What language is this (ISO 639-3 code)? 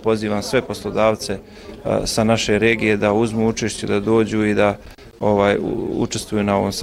bos